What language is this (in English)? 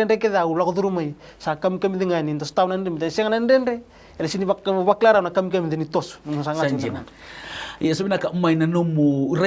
Fijian